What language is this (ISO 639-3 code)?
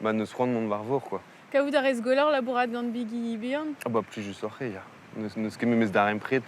bre